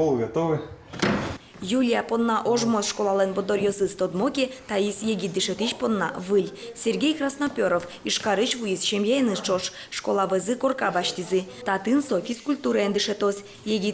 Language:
Udmurt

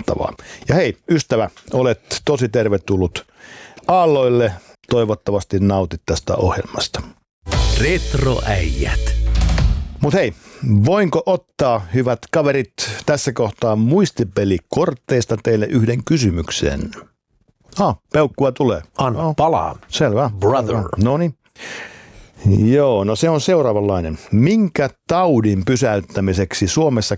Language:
Finnish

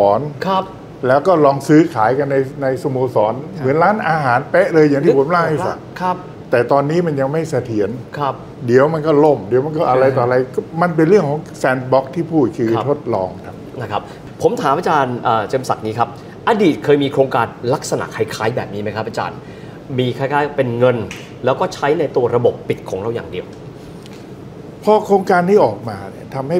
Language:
Thai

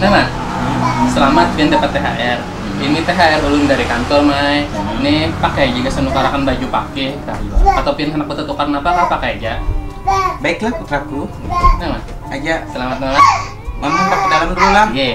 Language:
Banjar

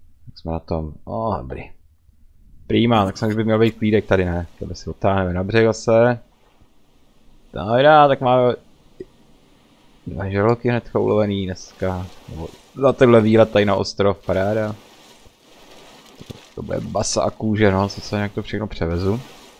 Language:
Czech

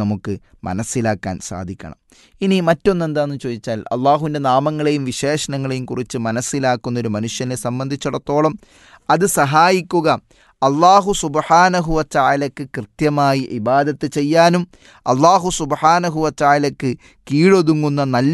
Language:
Malayalam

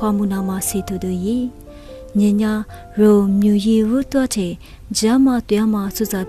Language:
Lisu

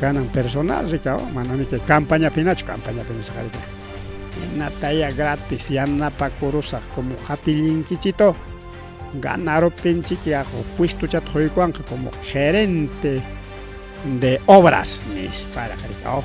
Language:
Ayacucho Quechua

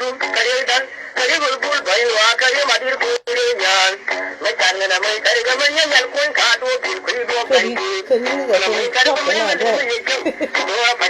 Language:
Nuer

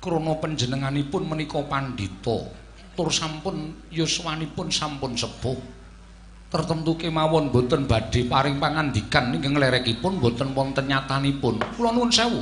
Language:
Javanese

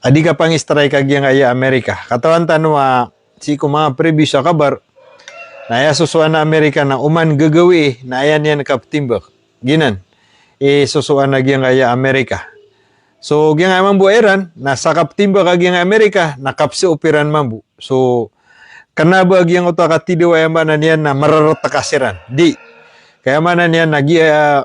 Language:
Maranao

